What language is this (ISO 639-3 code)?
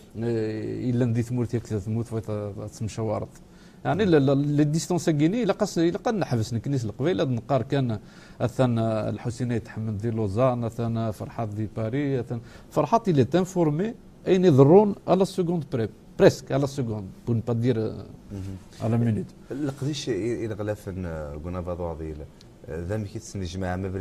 kab